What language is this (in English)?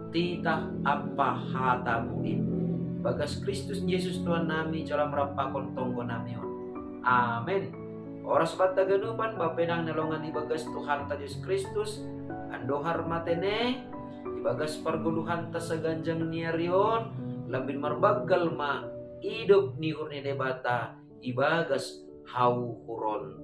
Batak Simalungun